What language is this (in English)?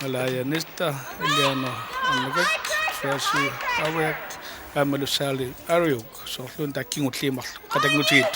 Kalaallisut